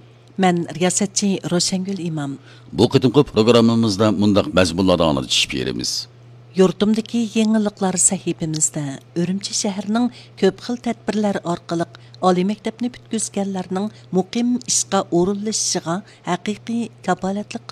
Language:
Uyghur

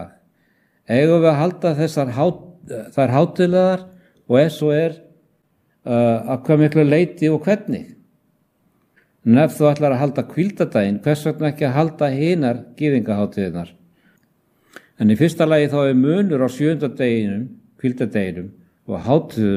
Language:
Icelandic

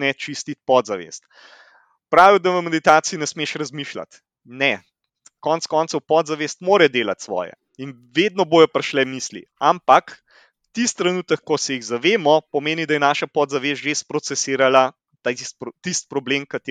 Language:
Slovenian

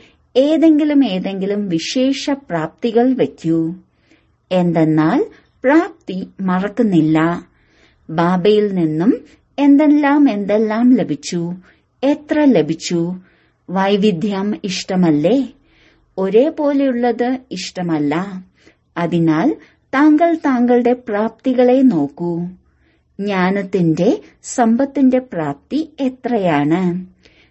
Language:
Malayalam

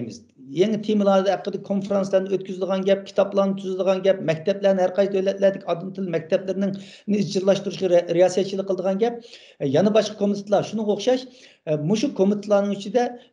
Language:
Uyghur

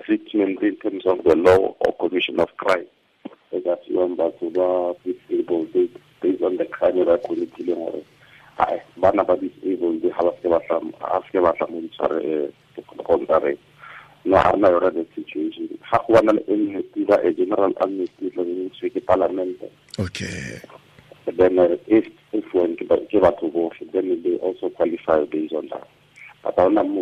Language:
Tswana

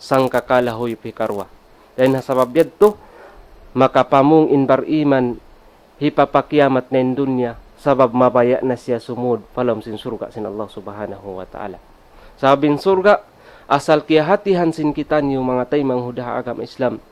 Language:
Tausug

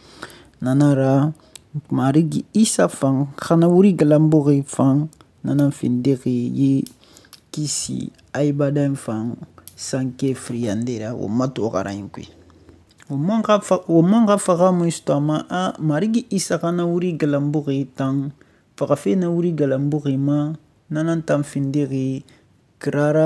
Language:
Susu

